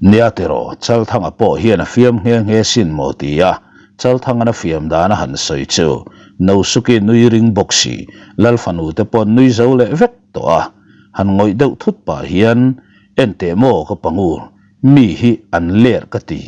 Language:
Mizo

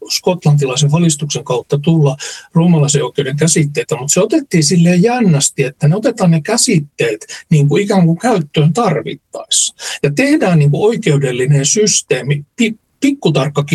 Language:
Finnish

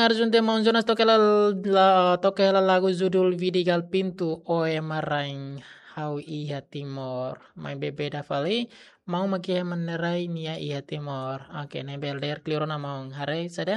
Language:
Tetum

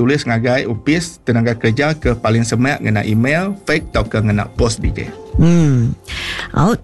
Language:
Iban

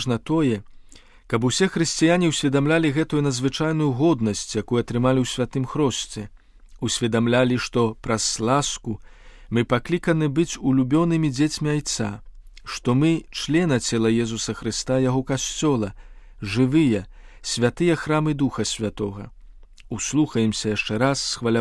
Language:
Belarusian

